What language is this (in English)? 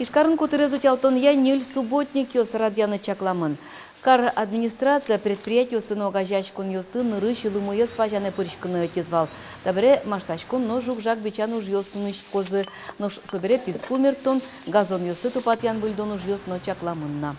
Udmurt